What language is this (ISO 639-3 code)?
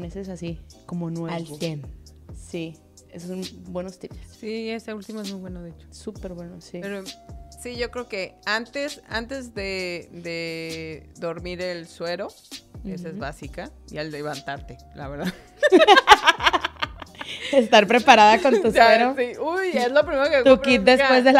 spa